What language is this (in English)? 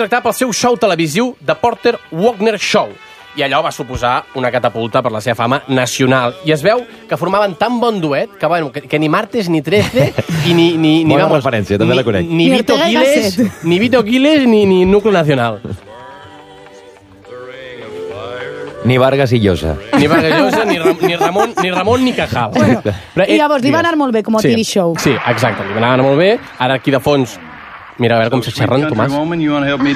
Catalan